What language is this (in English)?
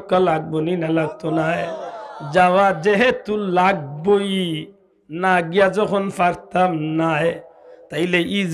Sylheti